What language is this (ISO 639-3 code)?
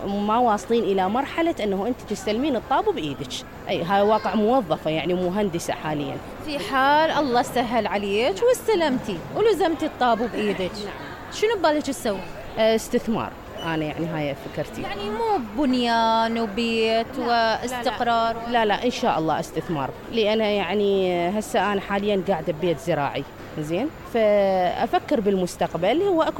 acm